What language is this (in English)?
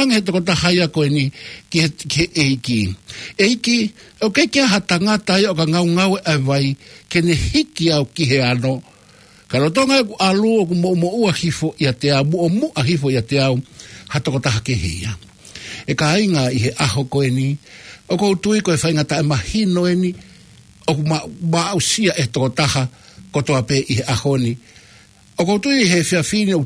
Tongan